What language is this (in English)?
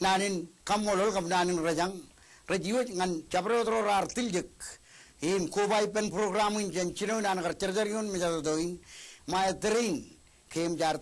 Marshallese